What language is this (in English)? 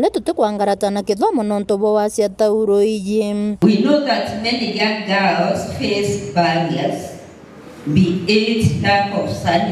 Meru